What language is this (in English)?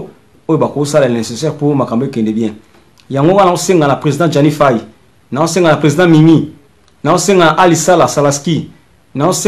Lingala